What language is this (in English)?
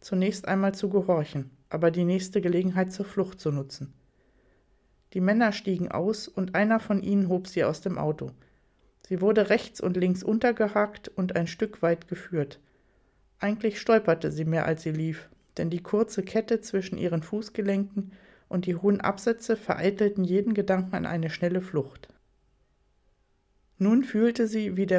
German